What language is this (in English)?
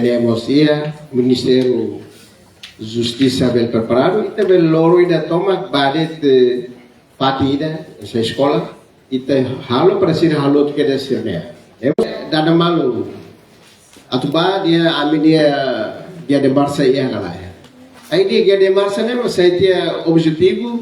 Tetum